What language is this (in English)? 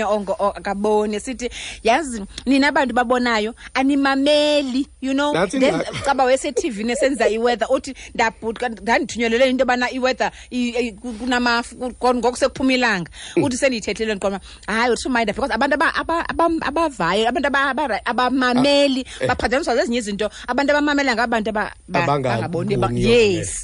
Xhosa